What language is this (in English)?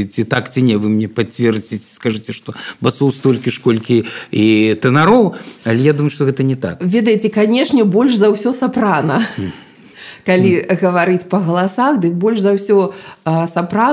Belarusian